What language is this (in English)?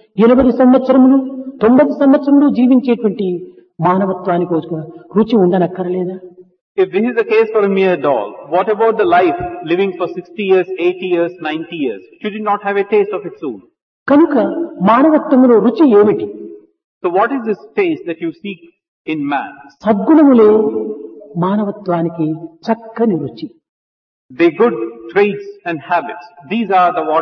Telugu